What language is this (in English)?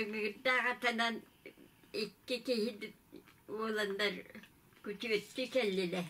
Yakut